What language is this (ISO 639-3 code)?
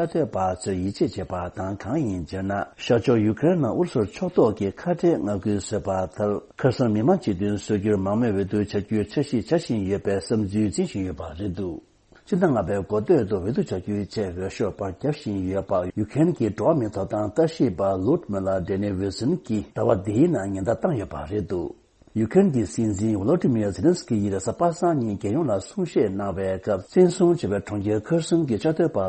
bod